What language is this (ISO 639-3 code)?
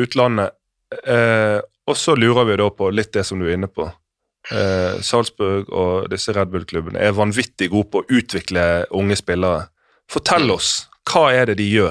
nor